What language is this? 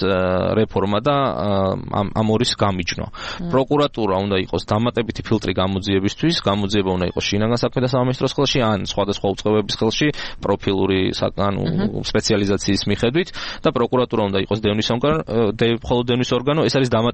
Georgian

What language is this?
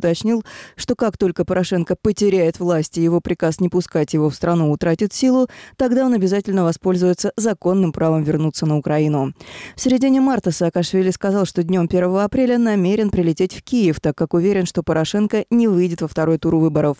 Russian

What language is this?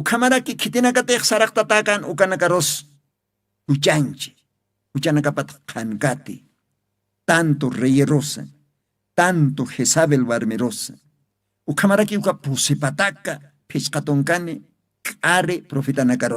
Aymara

